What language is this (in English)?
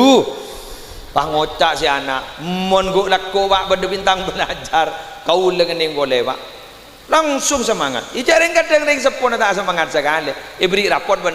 Madurese